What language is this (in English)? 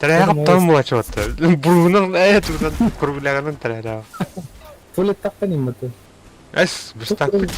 Yakut